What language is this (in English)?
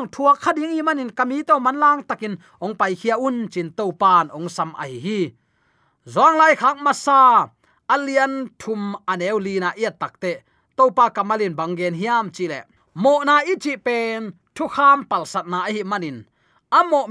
Tedim Chin